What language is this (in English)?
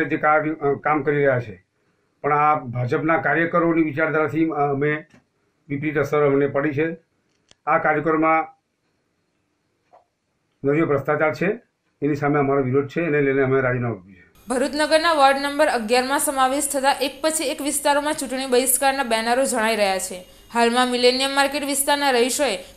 Gujarati